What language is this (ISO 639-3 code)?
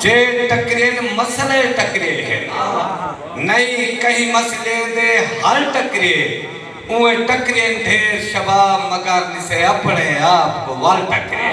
skr